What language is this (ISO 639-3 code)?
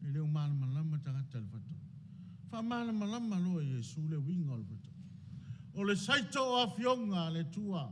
smo